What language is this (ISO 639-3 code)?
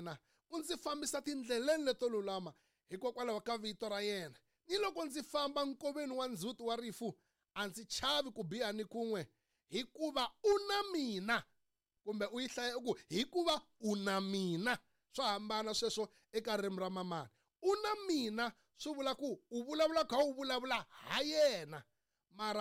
tso